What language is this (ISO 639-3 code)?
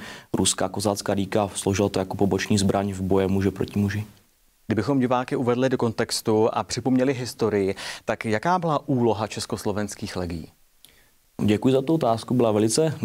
ces